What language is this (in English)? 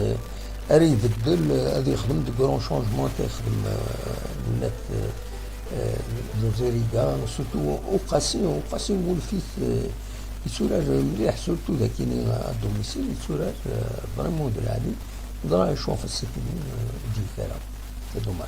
Kabyle